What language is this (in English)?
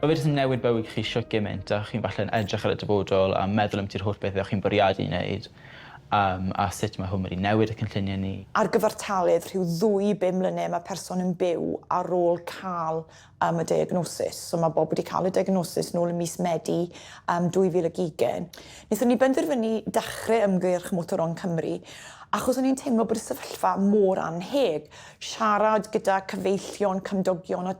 Welsh